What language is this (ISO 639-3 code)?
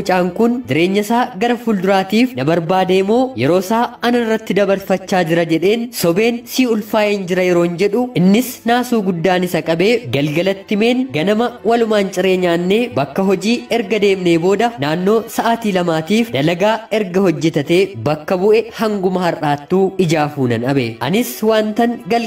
orm